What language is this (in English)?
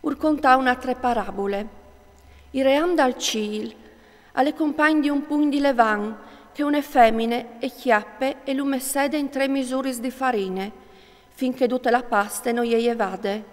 Friulian